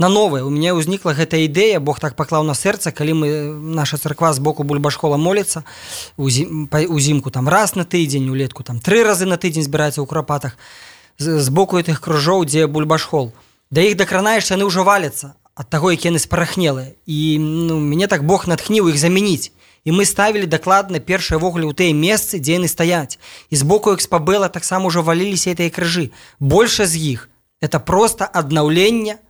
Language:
Belarusian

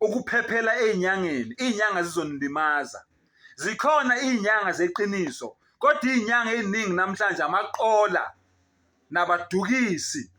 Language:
Zulu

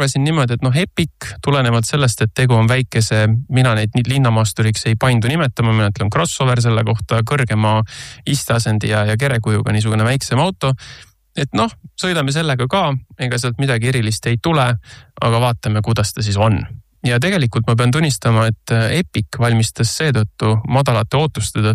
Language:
Estonian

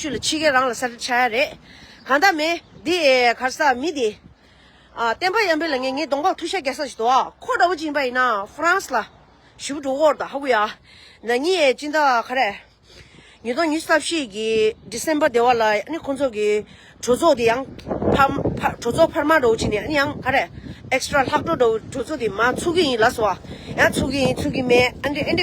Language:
Tibetan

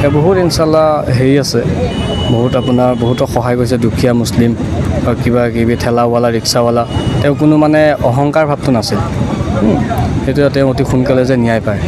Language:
Assamese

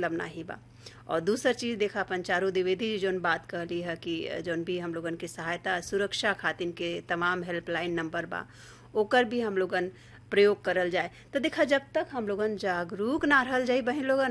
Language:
Bhojpuri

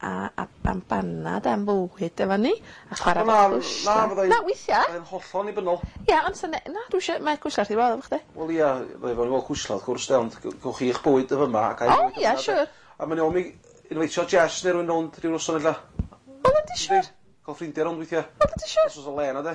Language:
Welsh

